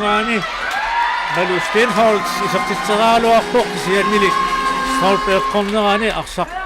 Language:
Kalaallisut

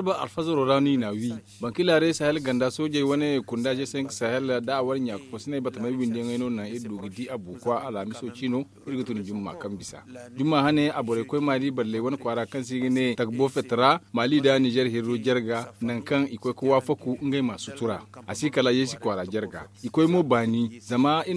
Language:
Zarma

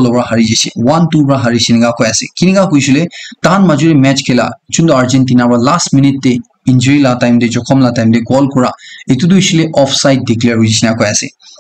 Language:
Naga Pidgin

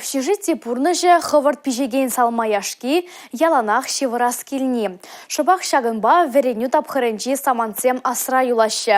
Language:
Chuvash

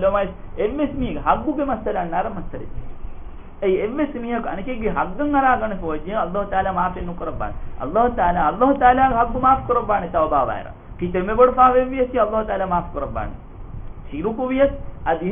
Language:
Divehi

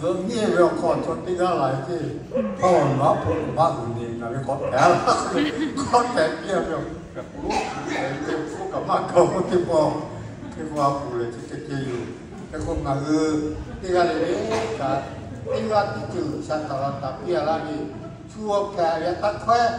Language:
Lahu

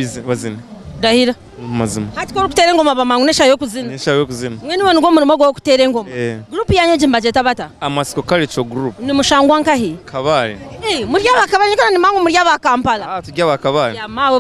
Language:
Nyankole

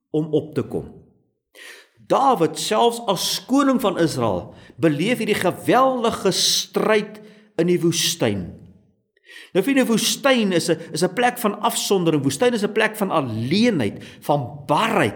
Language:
Afrikaans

